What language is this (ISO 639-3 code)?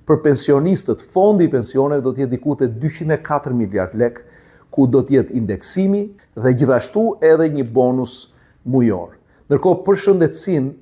sqi